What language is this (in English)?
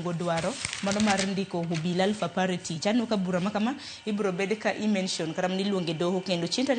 Luo (Kenya and Tanzania)